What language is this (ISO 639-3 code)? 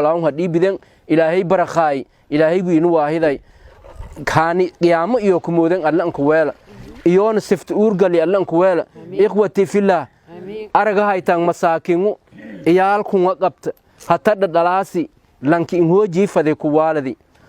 som